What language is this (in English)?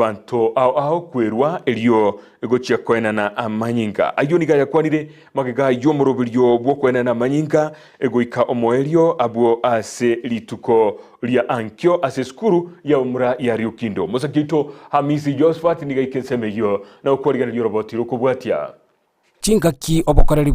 Gusii